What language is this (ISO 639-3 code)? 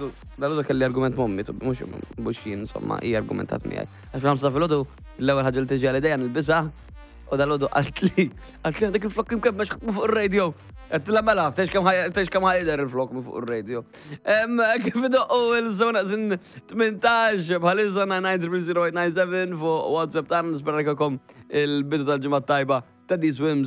mlt